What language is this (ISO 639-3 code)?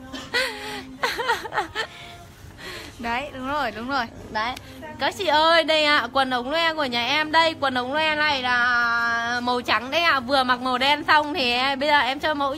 vie